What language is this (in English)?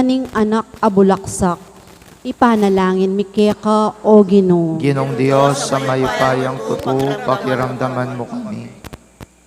Pampanga